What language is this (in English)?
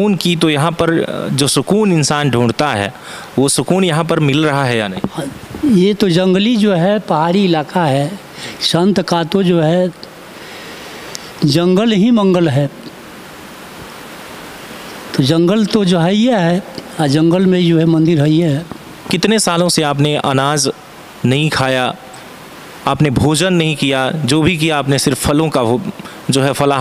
Hindi